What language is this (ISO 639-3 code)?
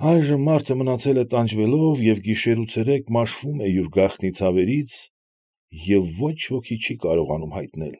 hye